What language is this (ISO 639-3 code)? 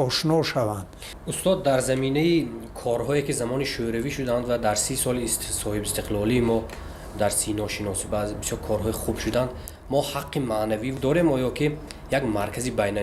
tgk